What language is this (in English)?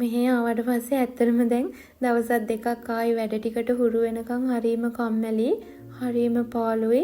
Sinhala